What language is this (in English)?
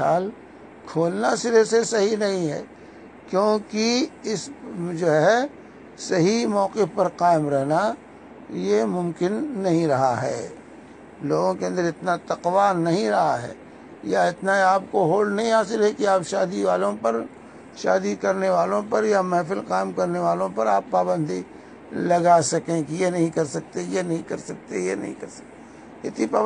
Urdu